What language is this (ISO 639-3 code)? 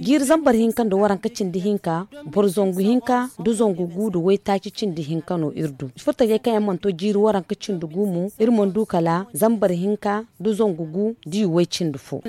dje